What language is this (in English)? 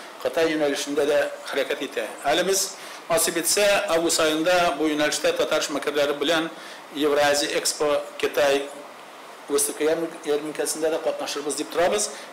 Tatar